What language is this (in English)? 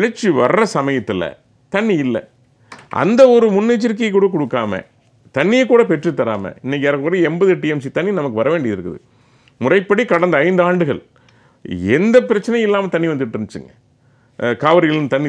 Tamil